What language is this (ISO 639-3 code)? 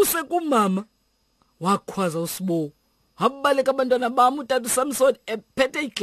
xho